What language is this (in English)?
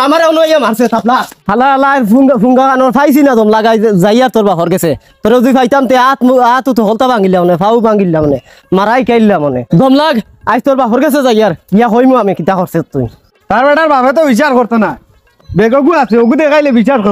Sylheti